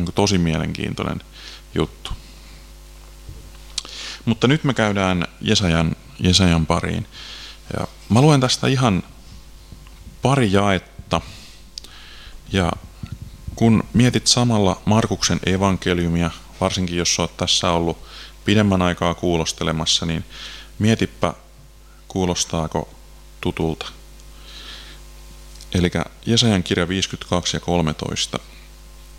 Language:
Finnish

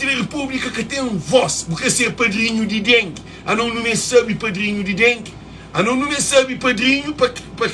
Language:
Kabuverdianu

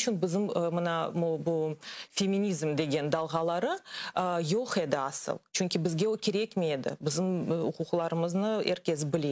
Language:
Crimean Tatar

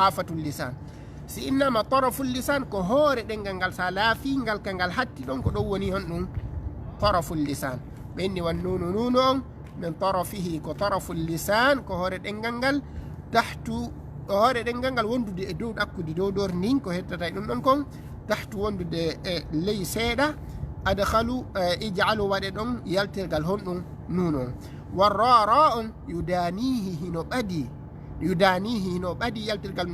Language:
Fula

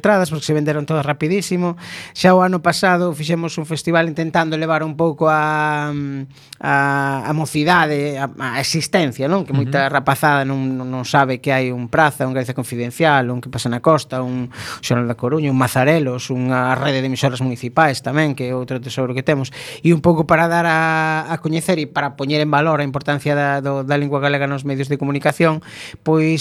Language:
Galician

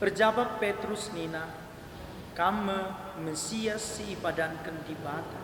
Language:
Batak Karo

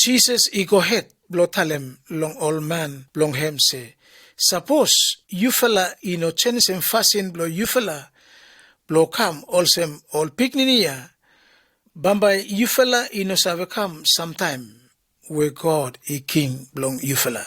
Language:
Bislama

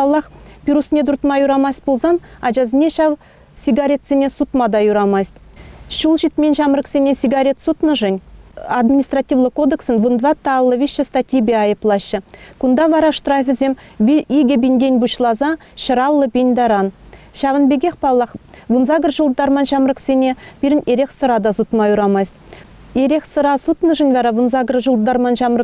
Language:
Chuvash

